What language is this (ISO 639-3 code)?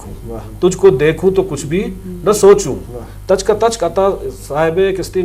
bgp